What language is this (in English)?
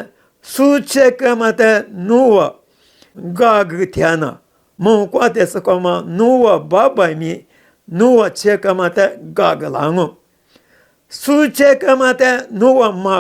Lisu